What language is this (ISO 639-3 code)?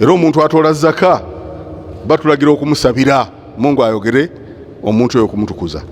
lug